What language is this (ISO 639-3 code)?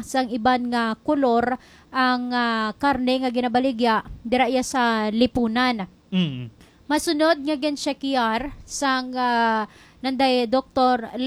hil